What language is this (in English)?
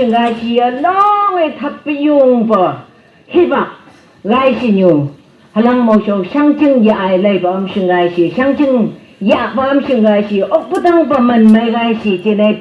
Phom Naga